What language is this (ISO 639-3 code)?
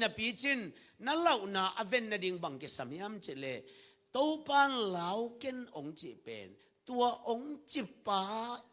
ctd